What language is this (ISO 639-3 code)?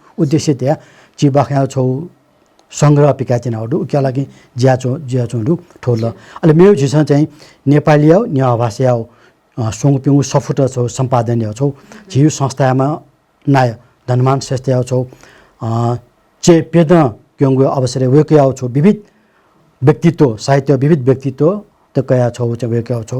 new